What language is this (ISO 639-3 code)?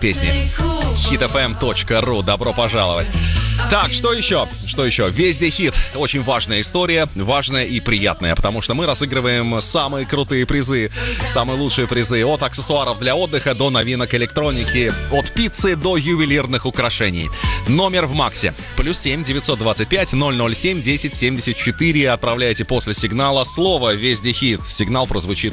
rus